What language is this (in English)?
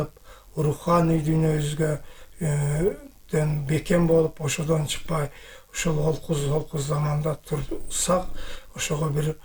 Kyrgyz